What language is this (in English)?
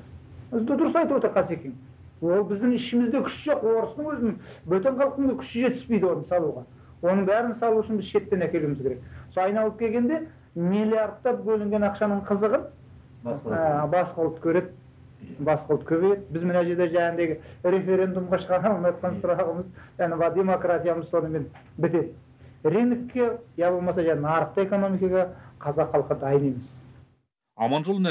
Kazakh